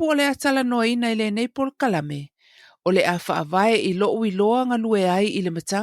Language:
Samoan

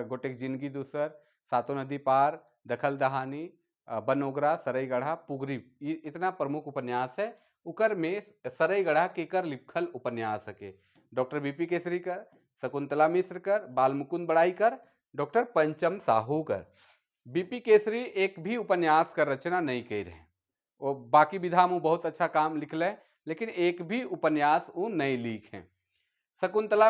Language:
Sadri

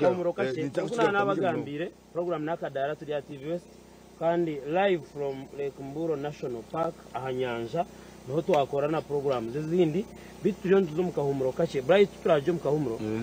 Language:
Nyankole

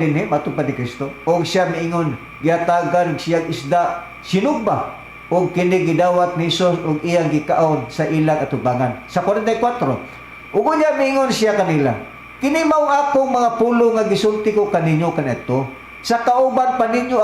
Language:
Cebuano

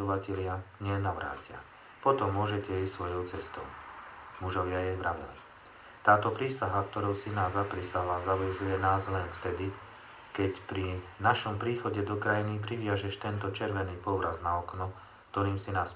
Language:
Slovak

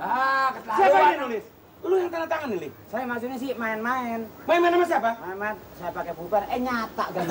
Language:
Betawi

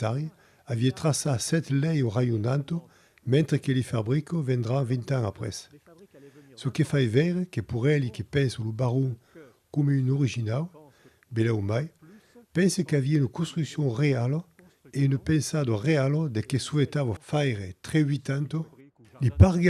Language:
Occitan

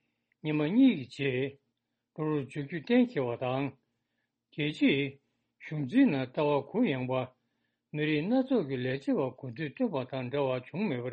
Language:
Tibetan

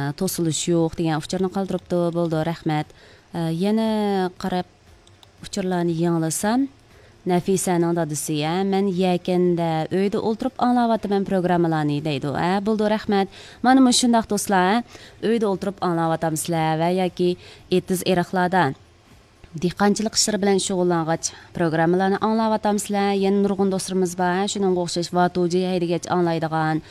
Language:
Uyghur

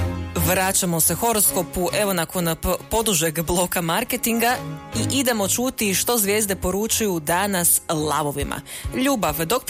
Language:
Croatian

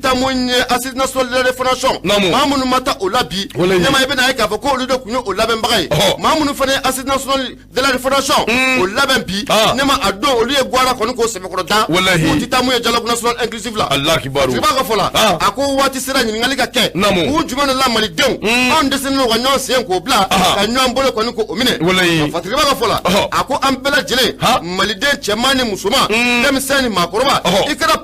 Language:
Bambara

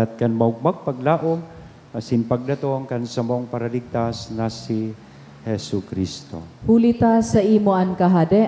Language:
Bikol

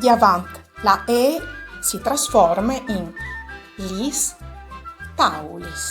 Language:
Friulian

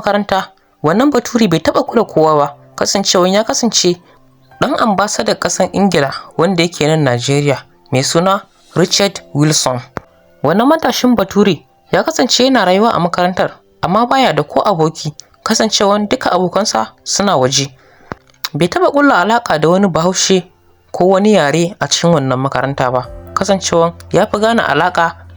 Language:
Hausa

